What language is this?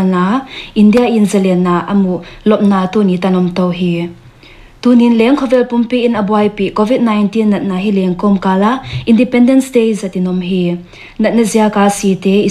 Paite Chin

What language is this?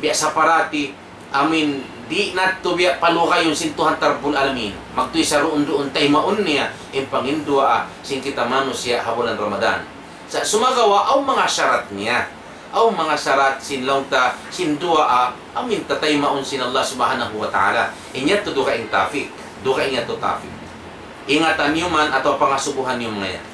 Tausug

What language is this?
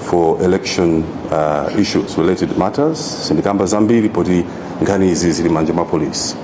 Nyanja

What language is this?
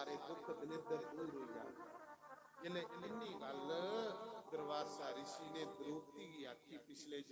Dogri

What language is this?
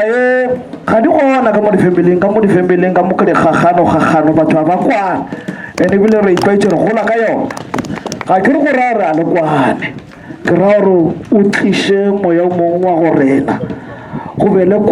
Northern Sotho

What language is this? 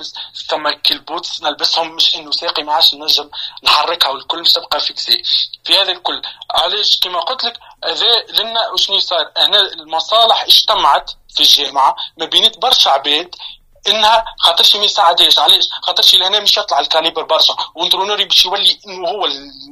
Tunisian Arabic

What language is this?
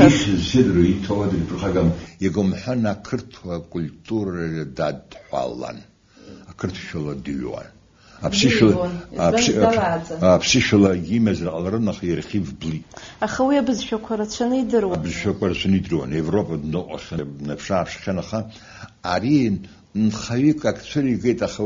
Abkhazian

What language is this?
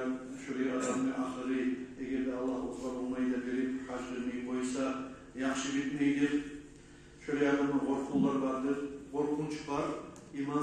Kumyk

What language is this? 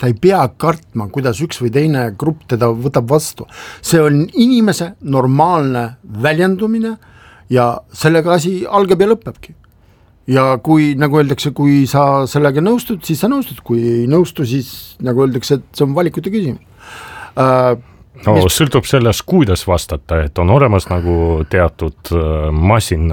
Estonian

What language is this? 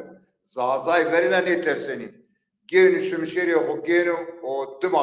Zaza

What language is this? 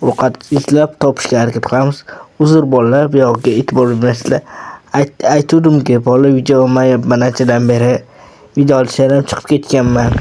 Uzbek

